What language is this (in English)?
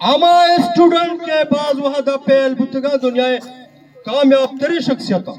Eastern Balochi